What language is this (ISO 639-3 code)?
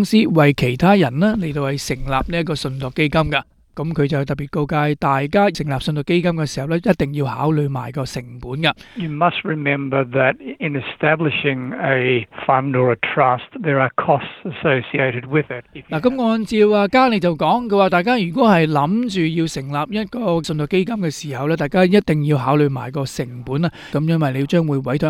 yue